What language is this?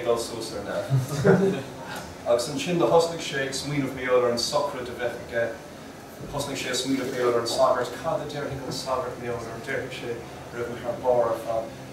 Irish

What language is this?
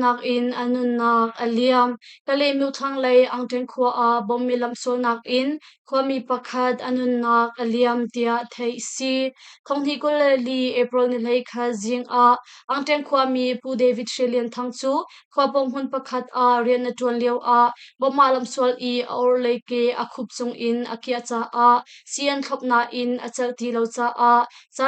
Hakha Chin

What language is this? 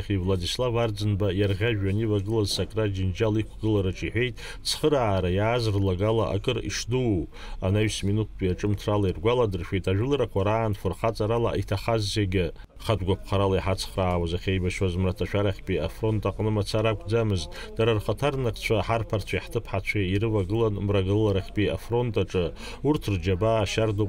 Abkhazian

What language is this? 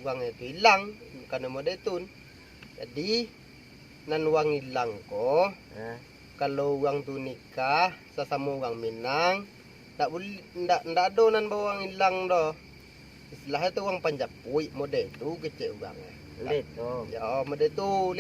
Minangkabau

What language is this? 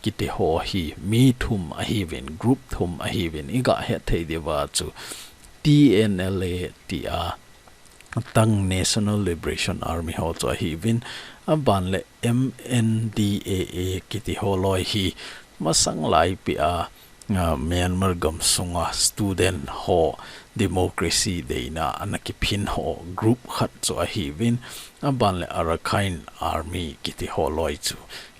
Thado Chin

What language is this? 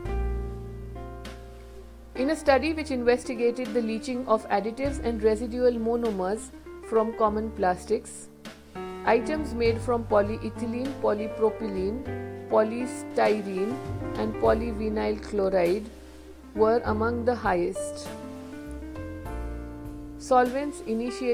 English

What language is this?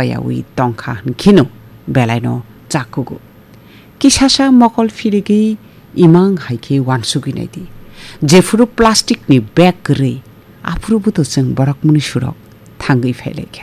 Kok Borok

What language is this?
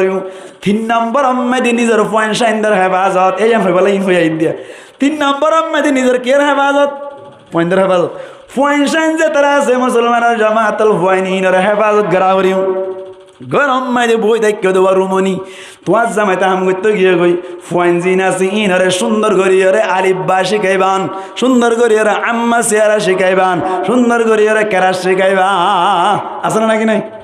Rohingya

